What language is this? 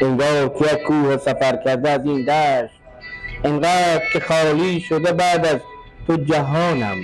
Persian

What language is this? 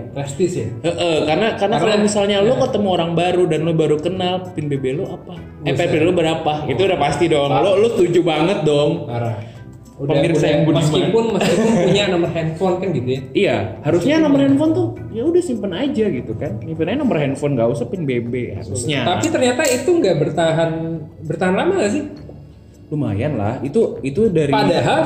Indonesian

